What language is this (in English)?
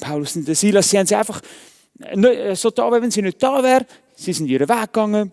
Swiss German